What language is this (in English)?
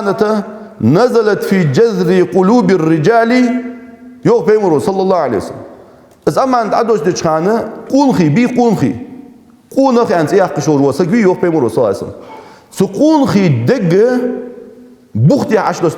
Ingush